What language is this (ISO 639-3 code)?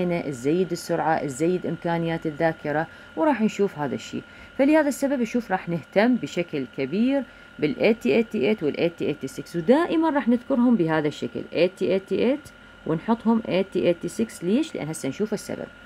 acm